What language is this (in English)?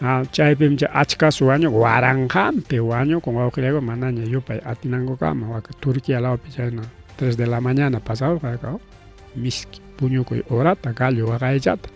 Ayacucho Quechua